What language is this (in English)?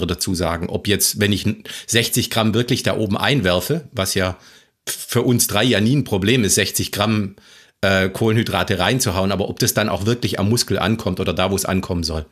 German